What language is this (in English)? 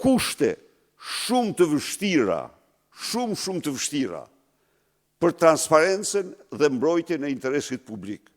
Albanian